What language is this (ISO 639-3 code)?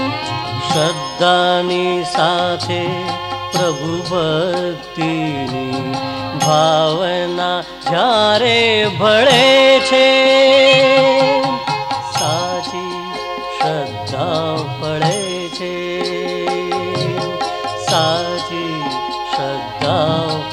guj